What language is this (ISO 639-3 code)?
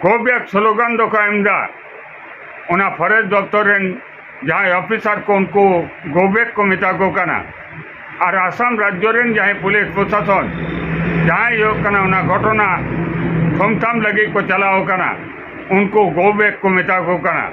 sat